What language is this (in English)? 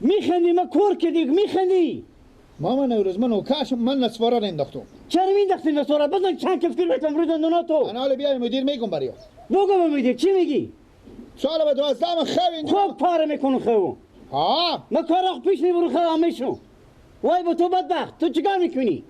Persian